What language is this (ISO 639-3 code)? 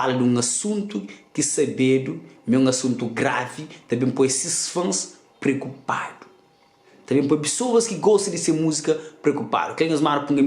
kea